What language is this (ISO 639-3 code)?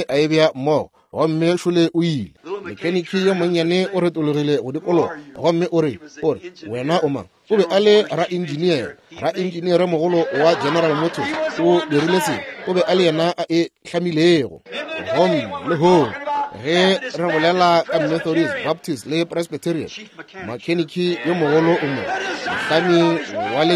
nso